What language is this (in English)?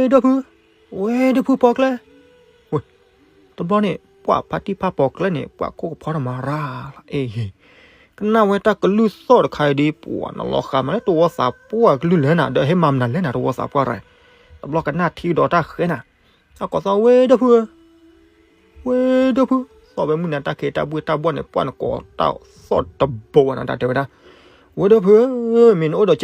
S'gaw Karen